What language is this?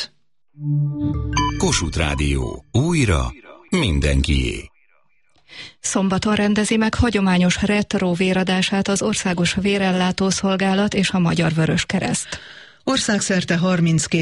Hungarian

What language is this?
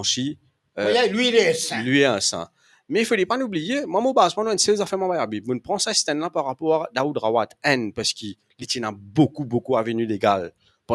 Morisyen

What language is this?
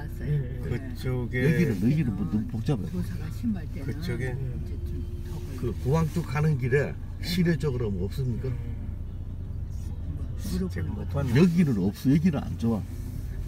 Korean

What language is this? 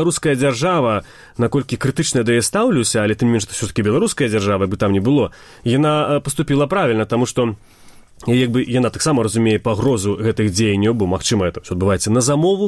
Belarusian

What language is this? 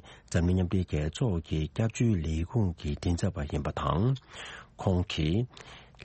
Tibetan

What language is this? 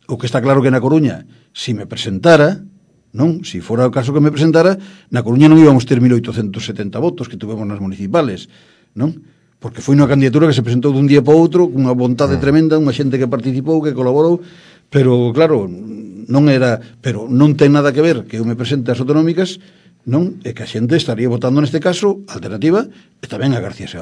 Galician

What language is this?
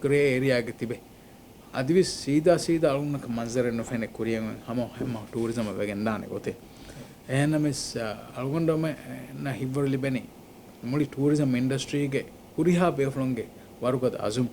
Divehi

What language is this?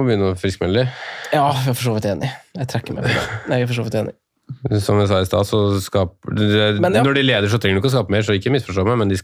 Norwegian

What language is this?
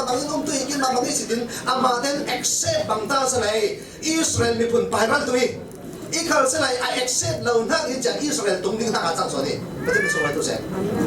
Falam Chin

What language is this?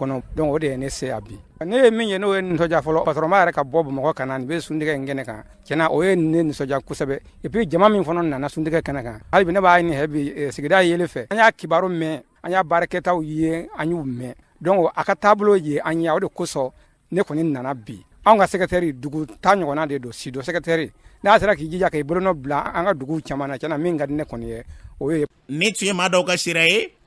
Bambara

